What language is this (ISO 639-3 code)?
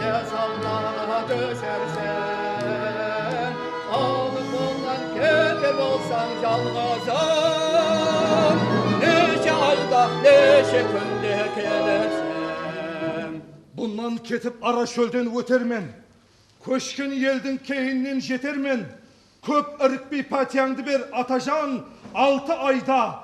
kaa